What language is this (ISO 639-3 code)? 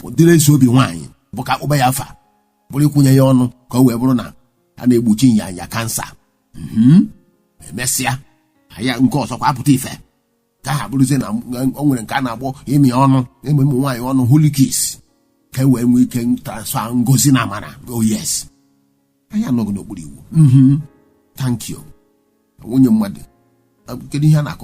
ibo